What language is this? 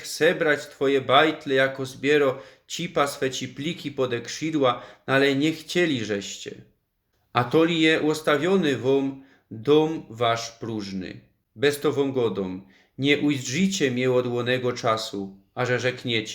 Silesian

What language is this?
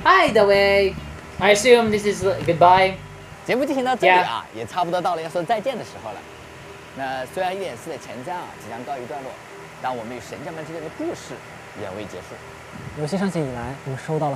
Chinese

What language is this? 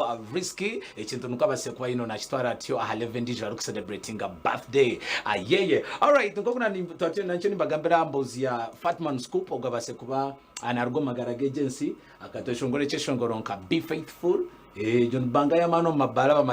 Nyankole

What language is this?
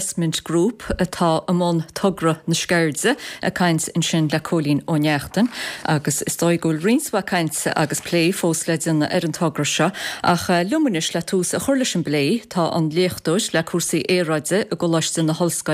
Irish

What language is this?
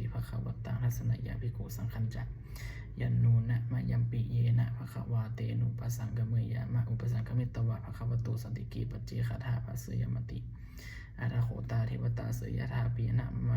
Pali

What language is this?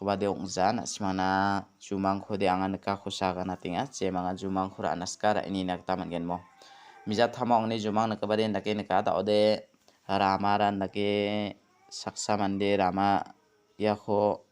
Garo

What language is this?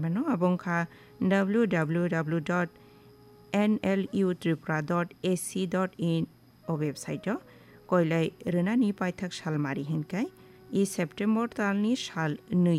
Kok Borok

